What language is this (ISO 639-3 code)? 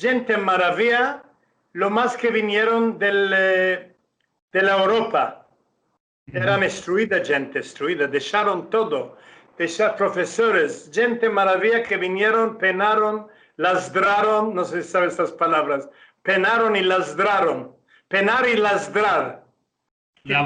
lad